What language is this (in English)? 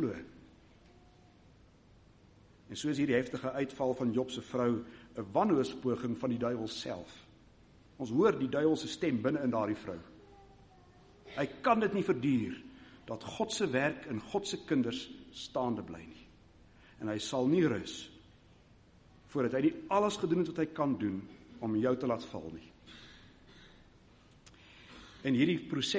Afrikaans